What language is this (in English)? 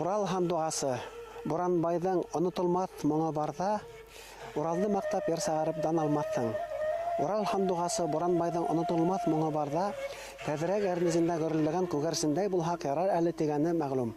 Bashkir